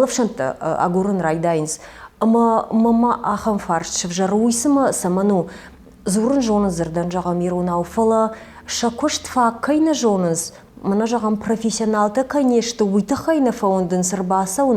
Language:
Ossetic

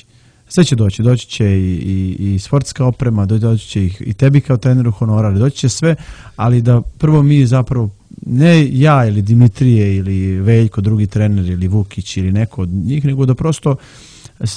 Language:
Serbian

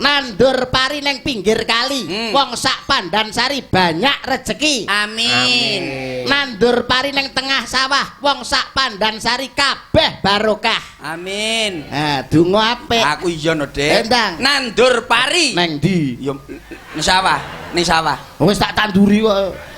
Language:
Javanese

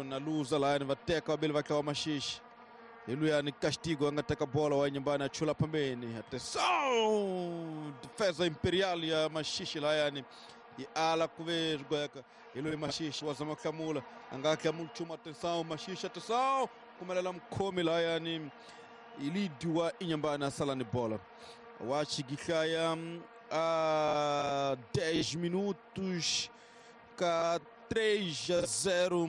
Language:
Tsonga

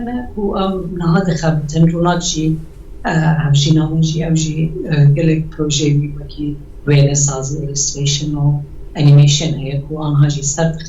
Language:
Kurdish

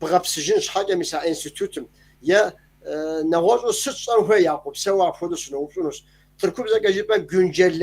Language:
Kabardian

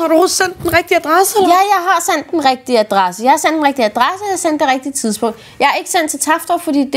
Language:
Danish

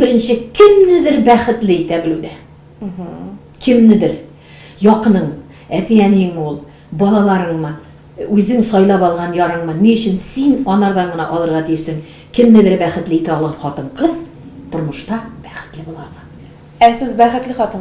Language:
Tatar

